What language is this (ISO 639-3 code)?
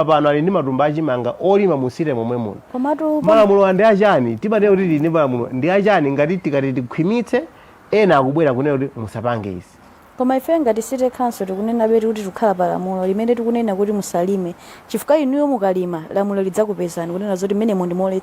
nya